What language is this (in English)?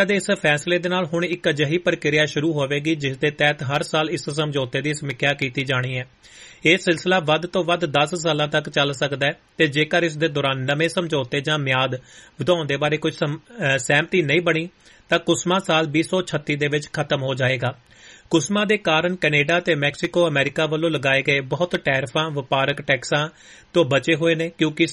Punjabi